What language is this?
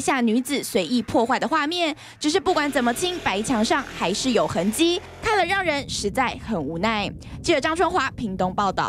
Chinese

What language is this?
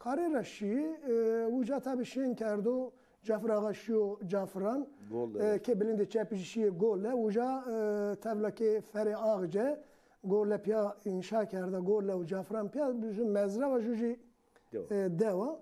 Zaza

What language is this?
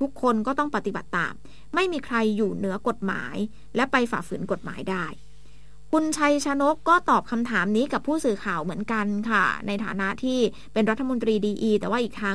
Thai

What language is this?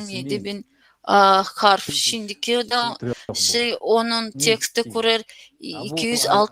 Gagauz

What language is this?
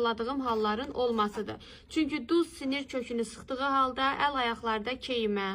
Azerbaijani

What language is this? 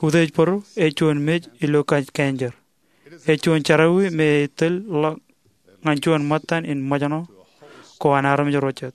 Marshallese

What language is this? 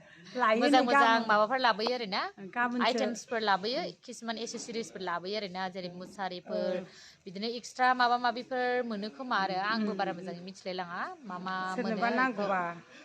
Bodo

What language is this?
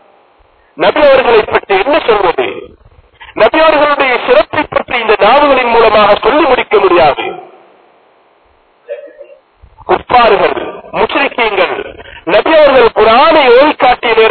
Tamil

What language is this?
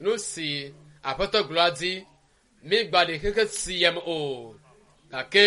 Ewe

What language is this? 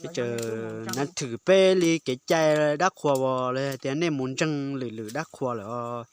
Hmong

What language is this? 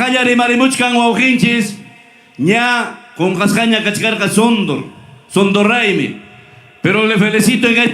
Ayacucho Quechua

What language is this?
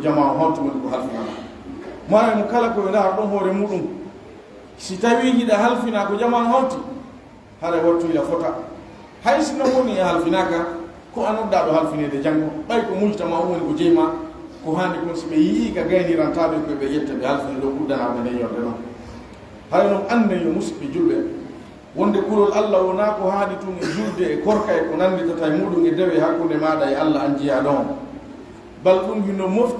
Pular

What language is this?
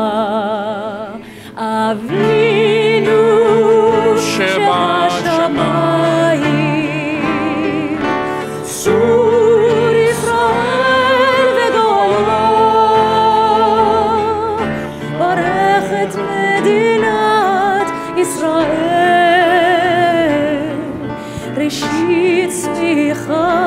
Hebrew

